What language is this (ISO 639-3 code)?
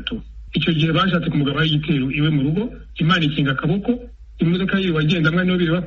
kin